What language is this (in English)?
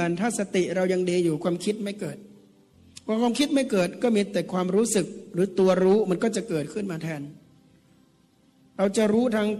Thai